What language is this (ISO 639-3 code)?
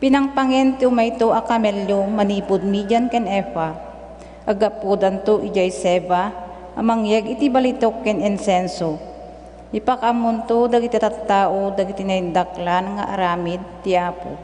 ilo